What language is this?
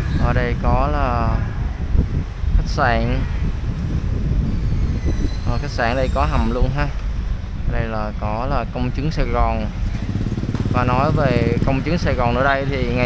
Vietnamese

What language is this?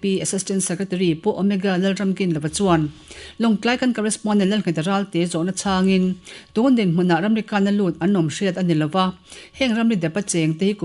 Mizo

